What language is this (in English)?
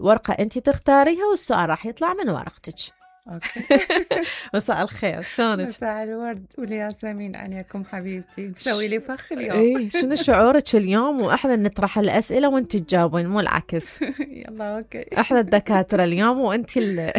Mesopotamian Arabic